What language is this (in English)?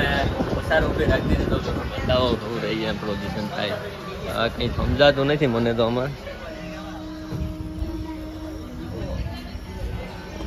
Gujarati